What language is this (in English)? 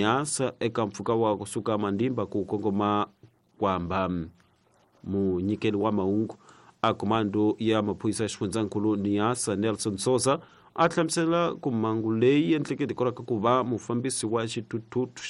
Tsonga